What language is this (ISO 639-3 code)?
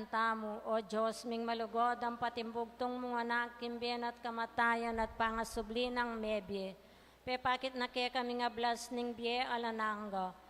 pam